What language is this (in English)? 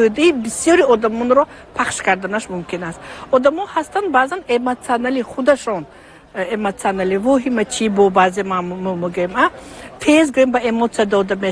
Tajik